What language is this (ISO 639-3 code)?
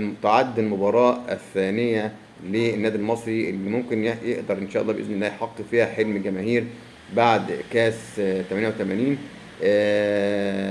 arz